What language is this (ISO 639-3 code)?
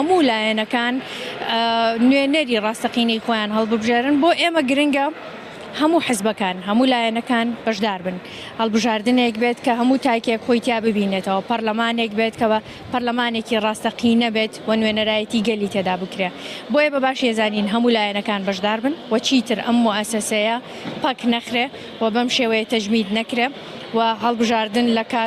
ckb